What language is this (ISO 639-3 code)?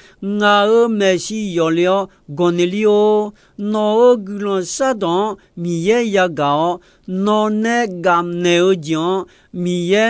ahk